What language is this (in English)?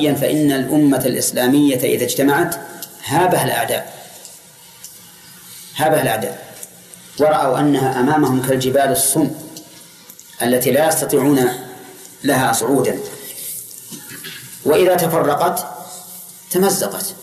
Arabic